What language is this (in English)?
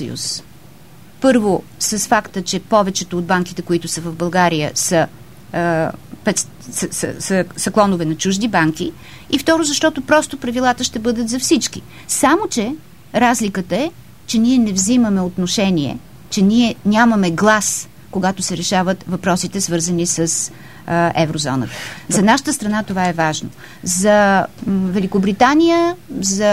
Bulgarian